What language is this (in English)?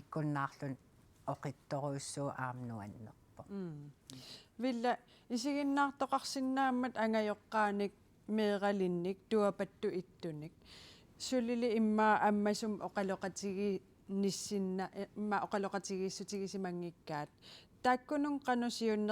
Kalaallisut